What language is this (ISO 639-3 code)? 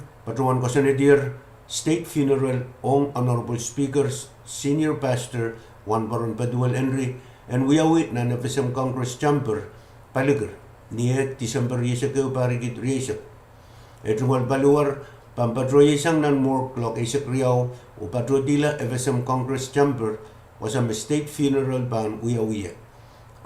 pon